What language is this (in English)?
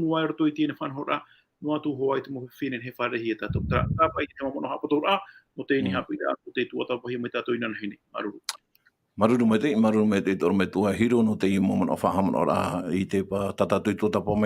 Tahitian